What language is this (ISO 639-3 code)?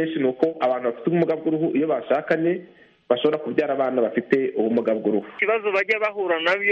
kin